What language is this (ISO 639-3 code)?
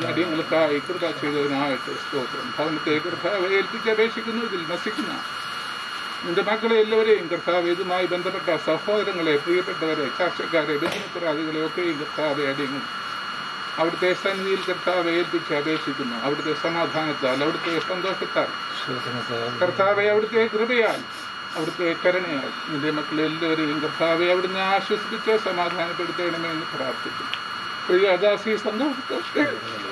mal